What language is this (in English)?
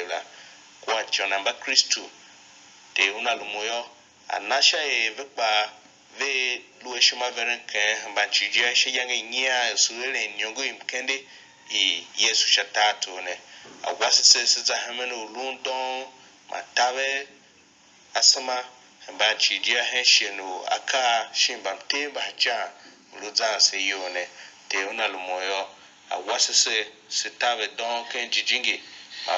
Tiv